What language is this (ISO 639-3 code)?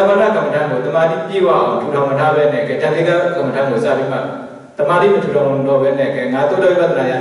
mya